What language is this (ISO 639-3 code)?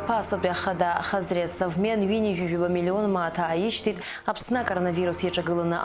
abk